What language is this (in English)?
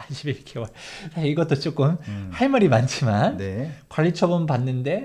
Korean